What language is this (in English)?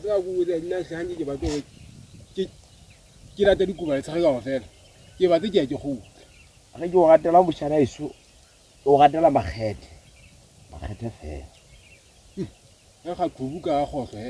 Southern Sotho